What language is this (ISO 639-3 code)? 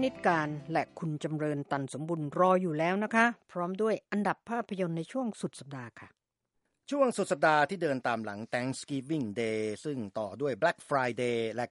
tha